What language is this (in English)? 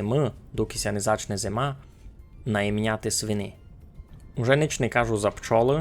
Rusyn